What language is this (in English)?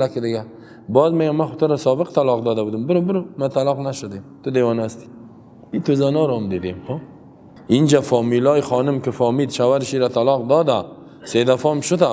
Persian